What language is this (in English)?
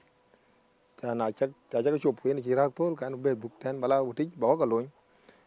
Dinka